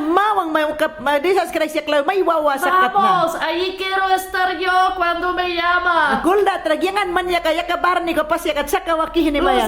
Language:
Mayangna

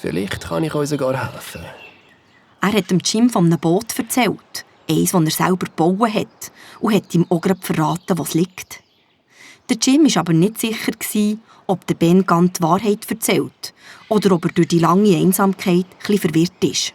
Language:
Swiss German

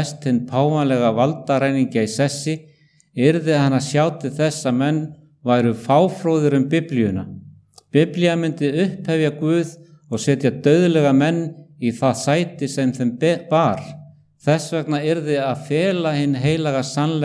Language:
Icelandic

